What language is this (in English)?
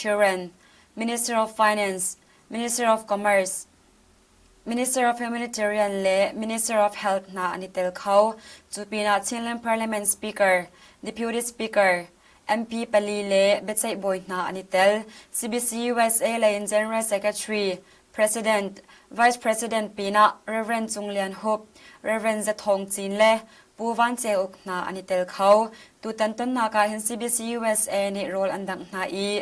Hakha Chin